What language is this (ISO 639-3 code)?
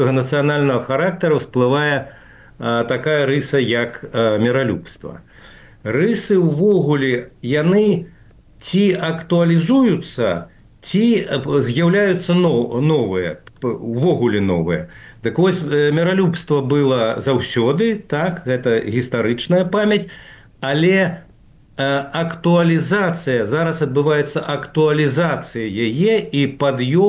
bel